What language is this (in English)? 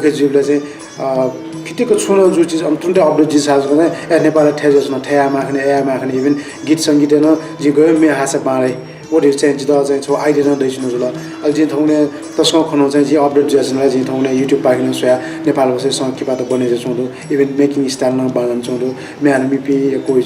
Newari